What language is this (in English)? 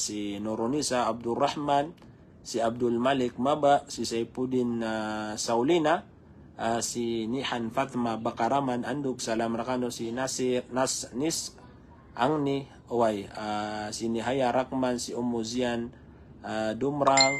Maranao